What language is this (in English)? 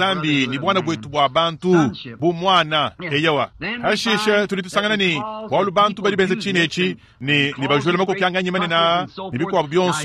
Luba-Lulua